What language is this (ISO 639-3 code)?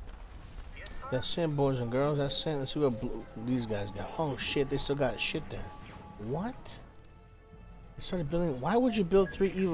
eng